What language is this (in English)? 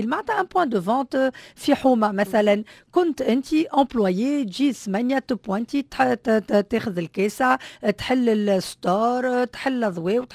Tunisian Arabic